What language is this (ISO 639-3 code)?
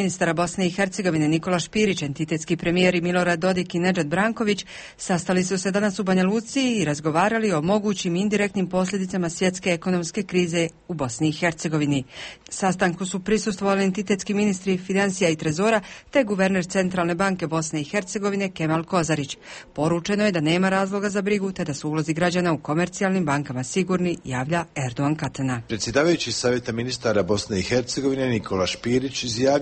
bos